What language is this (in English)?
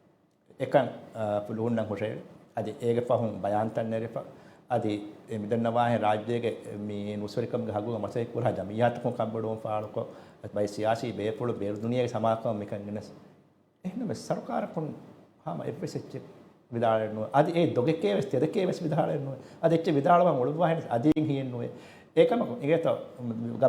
Divehi